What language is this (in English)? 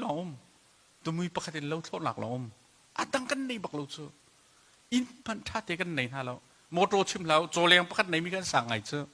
Hakha Chin